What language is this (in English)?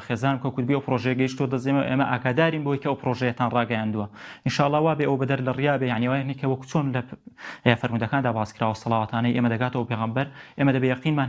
Central Kurdish